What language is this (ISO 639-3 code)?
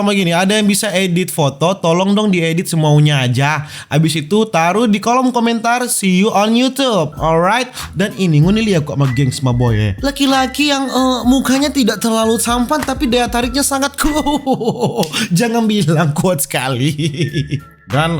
xmm